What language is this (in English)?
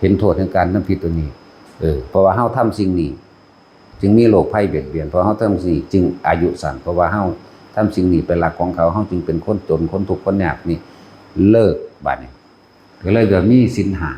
Northeastern Thai